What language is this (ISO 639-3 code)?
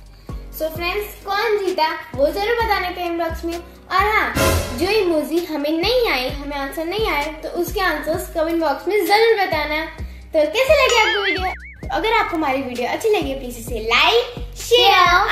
hin